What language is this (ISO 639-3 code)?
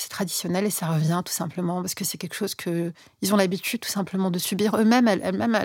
fra